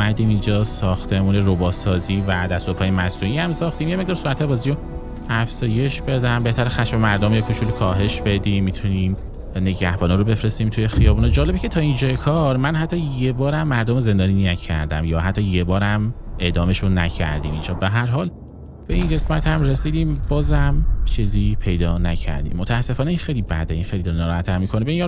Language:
Persian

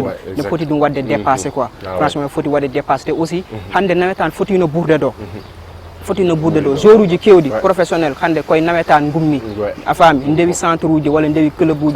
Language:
Fula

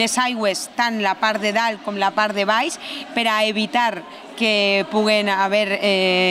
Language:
Catalan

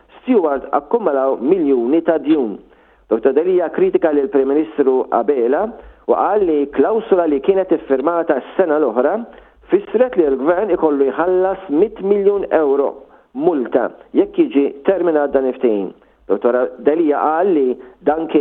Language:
Maltese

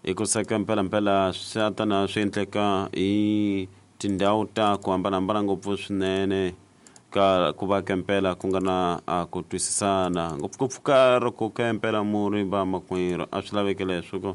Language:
Tsonga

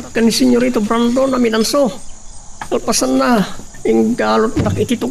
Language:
Iloko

